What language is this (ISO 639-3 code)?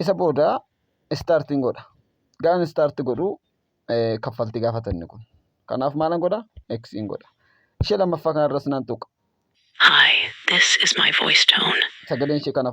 orm